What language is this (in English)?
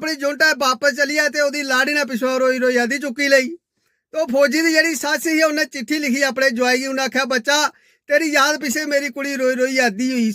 Dogri